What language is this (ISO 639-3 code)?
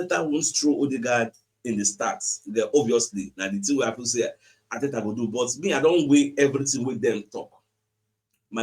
pcm